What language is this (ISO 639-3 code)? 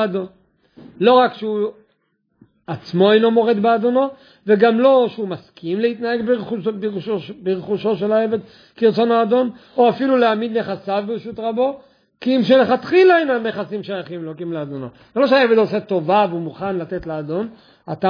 heb